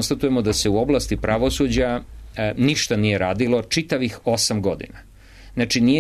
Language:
Serbian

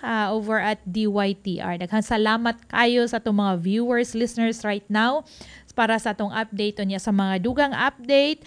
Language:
Cebuano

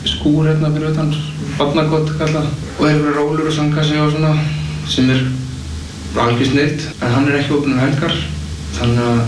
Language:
Icelandic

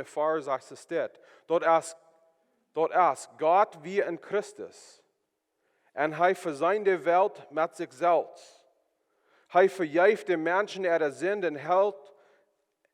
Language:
Plautdietsch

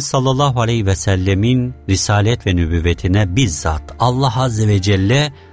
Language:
Turkish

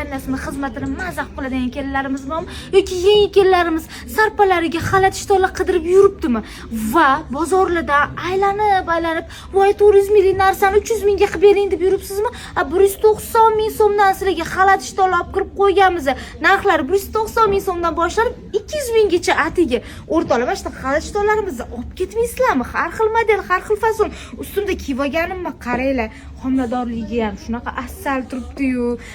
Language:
Uzbek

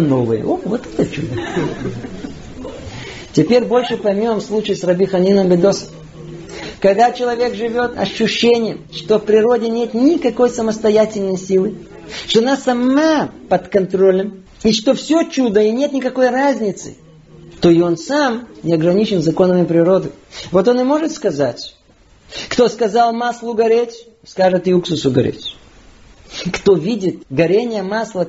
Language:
Russian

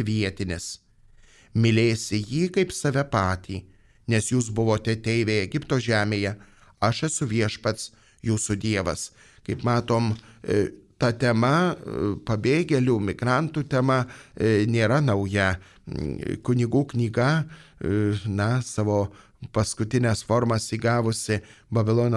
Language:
Lithuanian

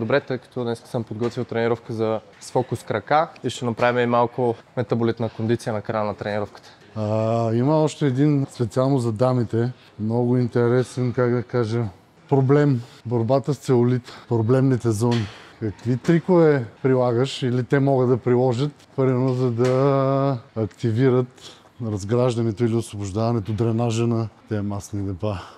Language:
Bulgarian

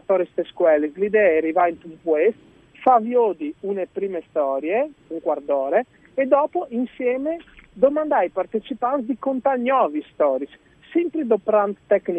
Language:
Friulian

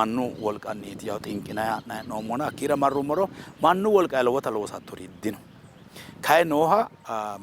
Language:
Sidamo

